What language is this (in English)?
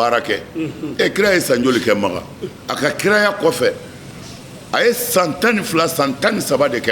Bambara